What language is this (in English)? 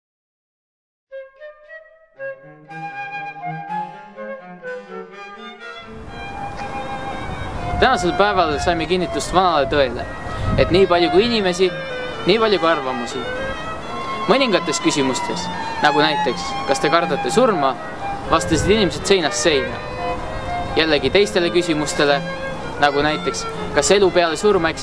Estonian